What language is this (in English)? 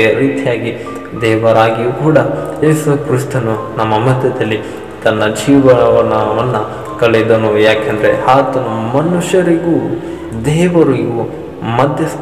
Kannada